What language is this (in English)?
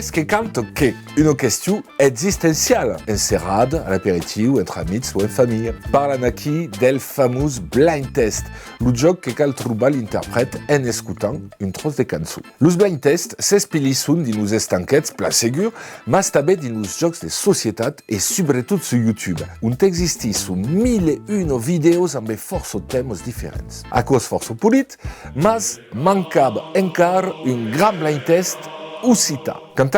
Occitan